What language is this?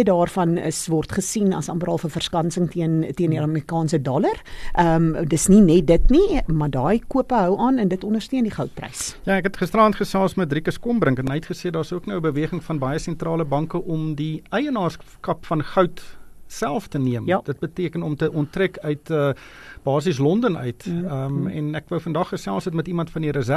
Afrikaans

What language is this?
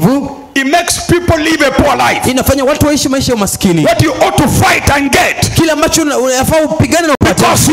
Swahili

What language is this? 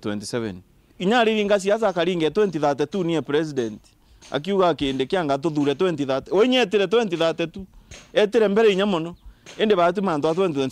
Meru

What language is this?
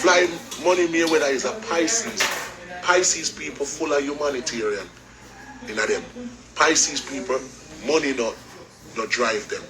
Jamaican Creole English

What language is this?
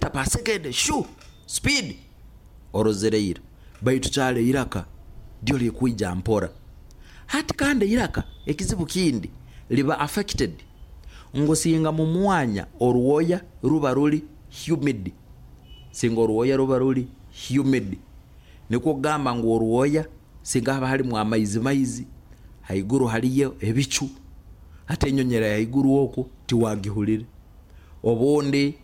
Nyoro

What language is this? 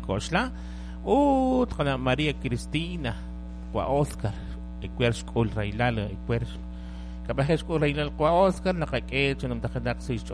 Kekchí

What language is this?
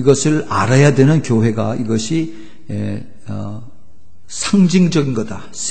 Korean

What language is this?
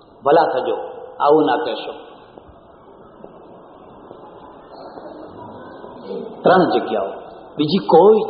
Gujarati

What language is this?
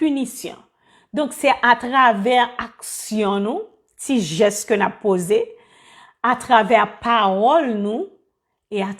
Haitian Creole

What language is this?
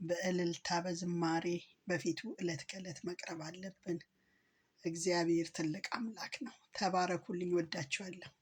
Amharic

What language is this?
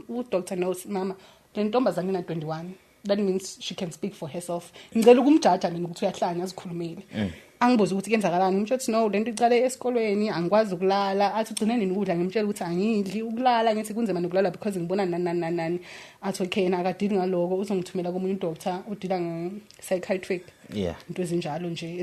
Zulu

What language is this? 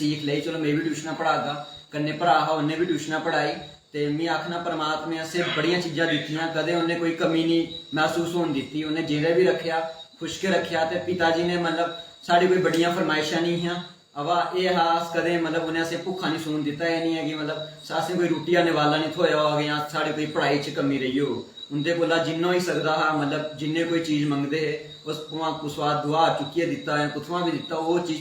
Dogri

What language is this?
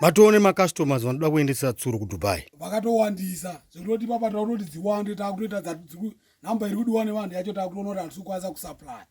Shona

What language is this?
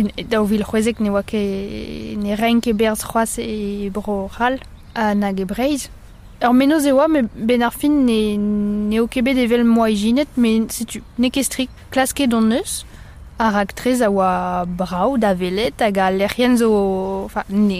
Breton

